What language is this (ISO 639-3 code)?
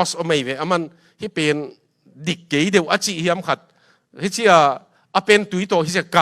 ctd